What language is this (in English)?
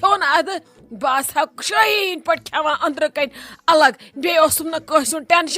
Kashmiri